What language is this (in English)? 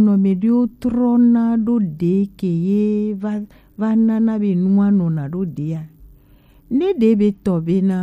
Gen